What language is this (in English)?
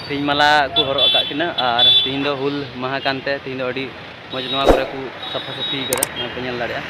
Santali